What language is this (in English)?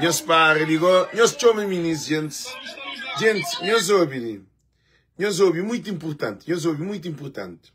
Kabuverdianu